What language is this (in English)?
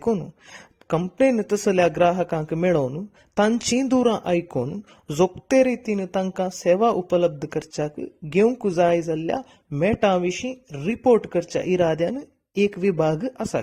Konkani